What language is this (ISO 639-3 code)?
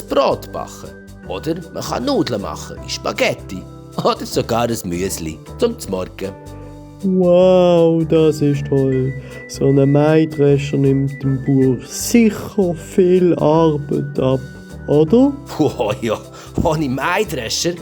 gsw